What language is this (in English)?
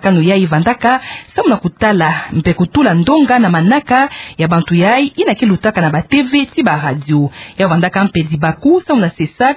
Kituba (Democratic Republic of Congo)